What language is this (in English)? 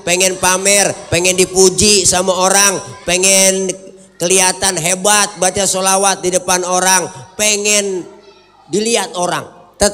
Betawi